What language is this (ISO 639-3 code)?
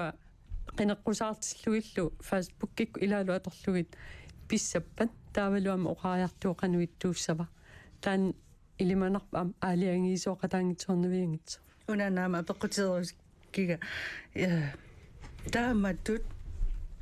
kal